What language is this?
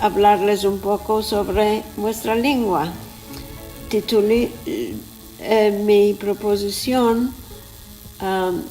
Ladino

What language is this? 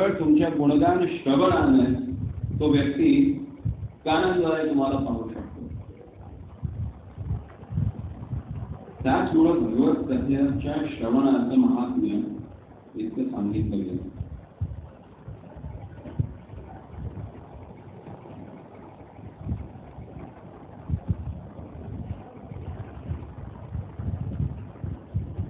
Marathi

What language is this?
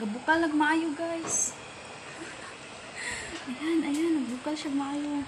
Cebuano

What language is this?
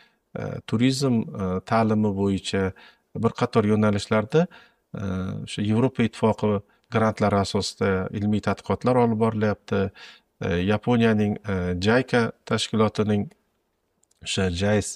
Uzbek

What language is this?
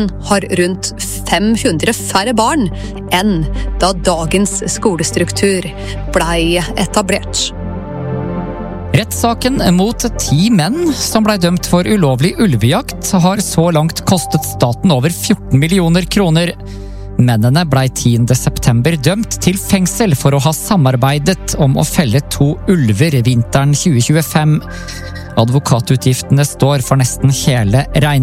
Norwegian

